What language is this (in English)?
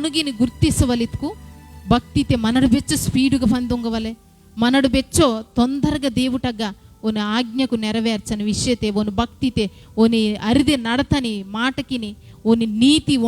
Koya